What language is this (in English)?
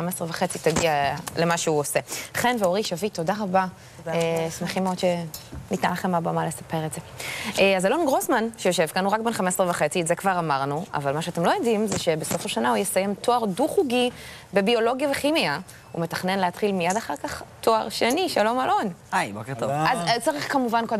Hebrew